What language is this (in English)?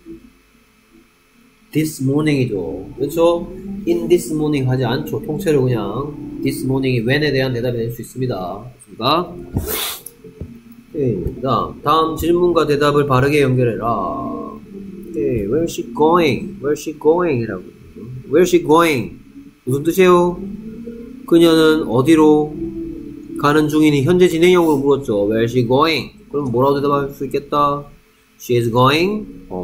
Korean